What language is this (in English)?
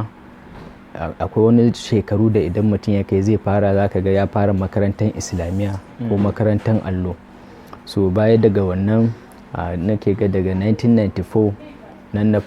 Hausa